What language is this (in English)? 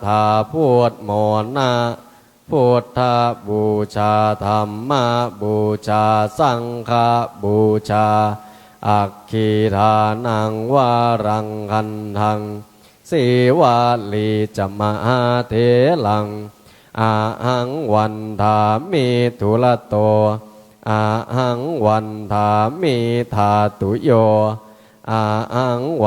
Pali